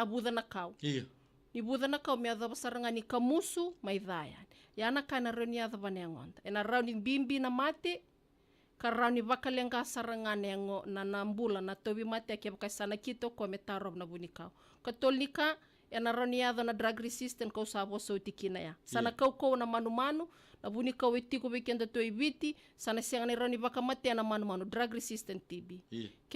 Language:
Fijian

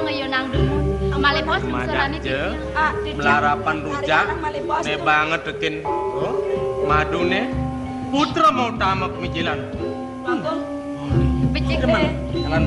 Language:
Balinese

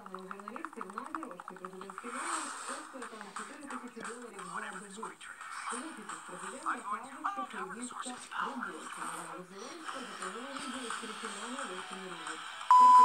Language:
Ukrainian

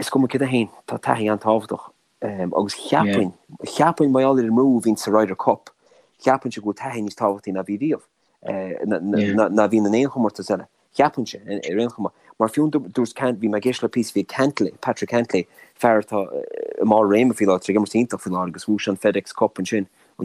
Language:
Irish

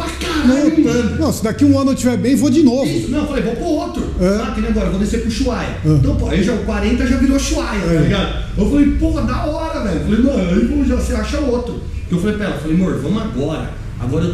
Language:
Portuguese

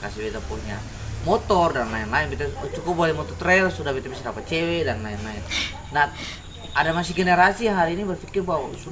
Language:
Ambonese Malay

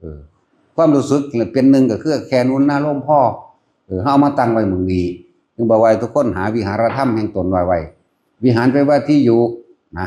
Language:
Northeastern Thai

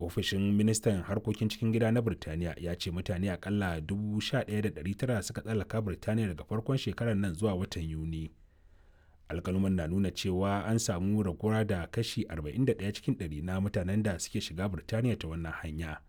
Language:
Hausa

